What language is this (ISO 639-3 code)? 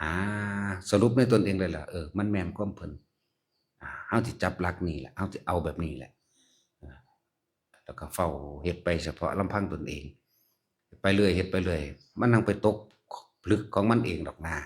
tts